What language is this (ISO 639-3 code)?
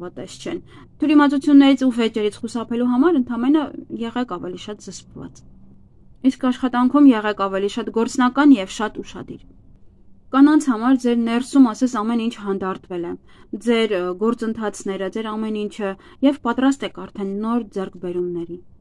hye